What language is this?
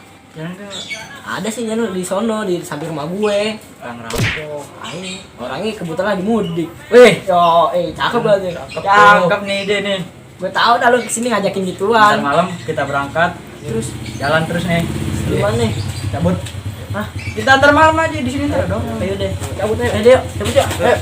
Betawi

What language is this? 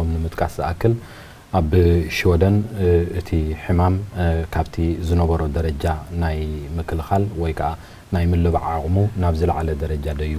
Tigrinya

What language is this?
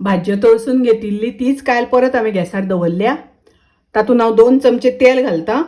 Konkani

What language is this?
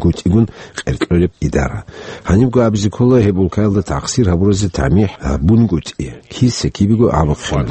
Avaric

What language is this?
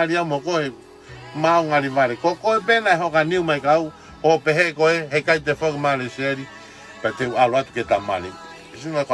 Tongan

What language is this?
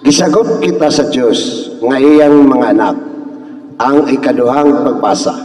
Cebuano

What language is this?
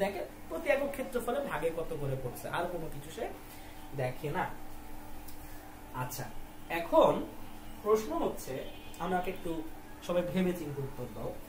Bangla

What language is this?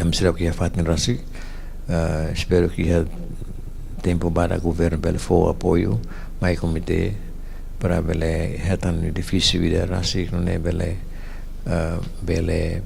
Tetum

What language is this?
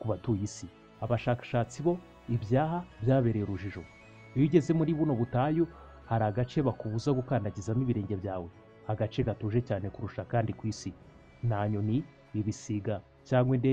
Kinyarwanda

